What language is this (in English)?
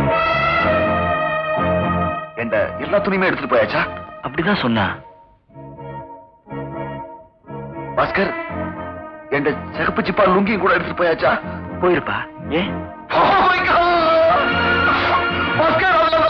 Tamil